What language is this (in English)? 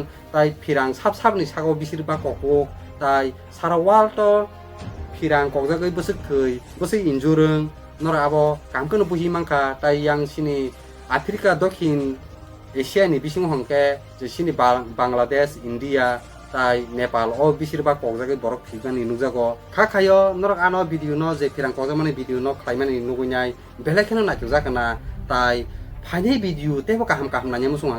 Kok Borok